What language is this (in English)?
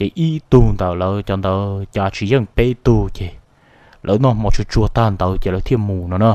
Hmong